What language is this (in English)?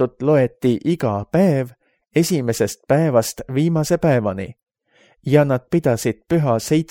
Estonian